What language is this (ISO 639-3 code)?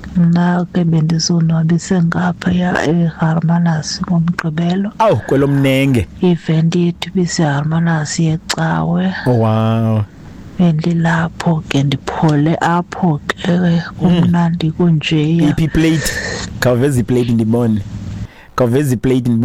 xho